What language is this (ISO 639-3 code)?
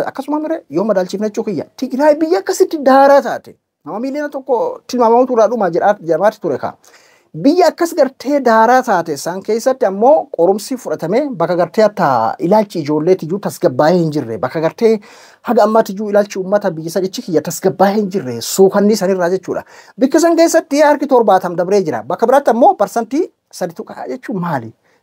orm